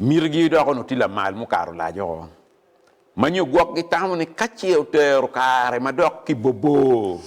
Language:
Acoli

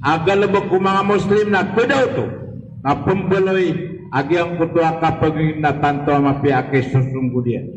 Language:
Maranao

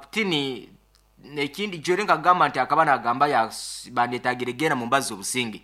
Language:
Nyankole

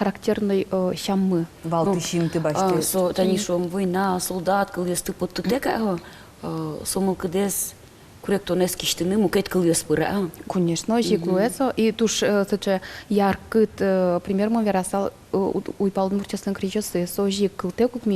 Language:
Udmurt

